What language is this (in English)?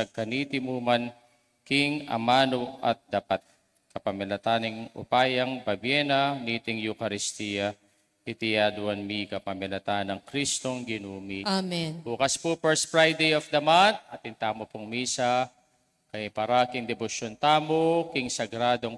Pampanga